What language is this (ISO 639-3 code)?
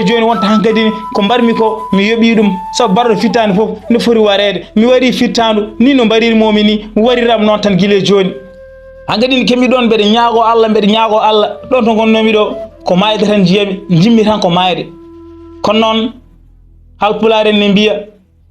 ful